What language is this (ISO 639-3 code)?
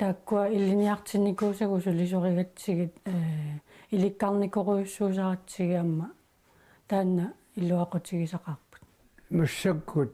kal